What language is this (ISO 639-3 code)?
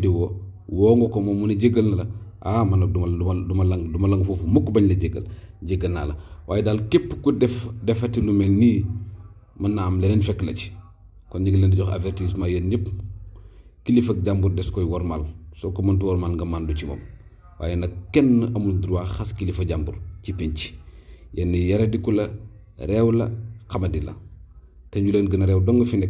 wol